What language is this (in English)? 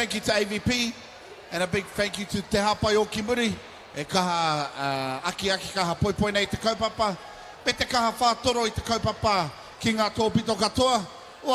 Māori